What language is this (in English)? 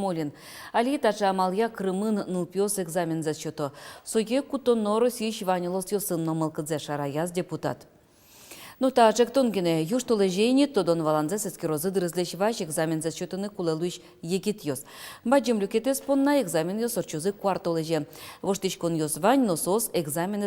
Udmurt